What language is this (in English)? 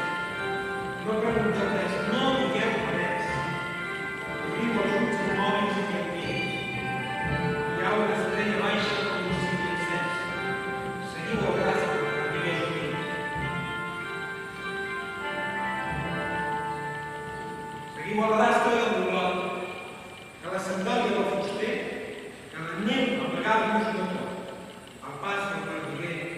Catalan